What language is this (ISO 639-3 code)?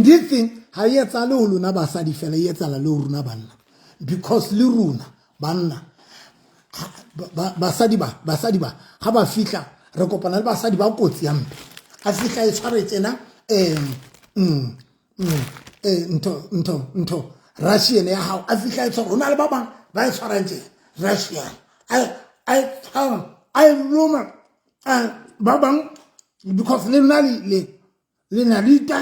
sot